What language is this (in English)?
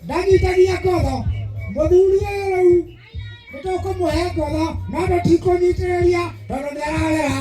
Kikuyu